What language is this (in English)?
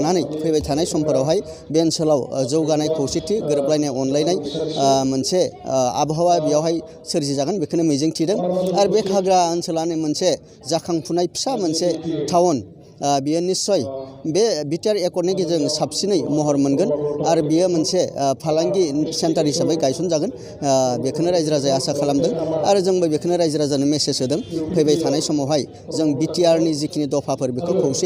Bodo